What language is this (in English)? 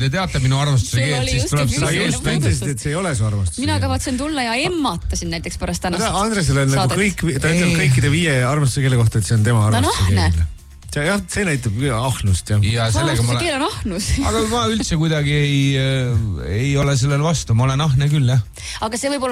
Estonian